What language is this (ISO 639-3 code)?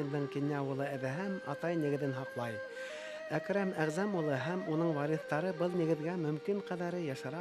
bak